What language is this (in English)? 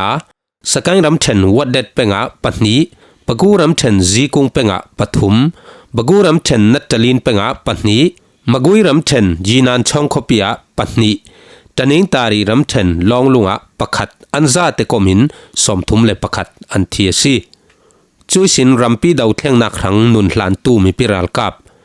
Falam Chin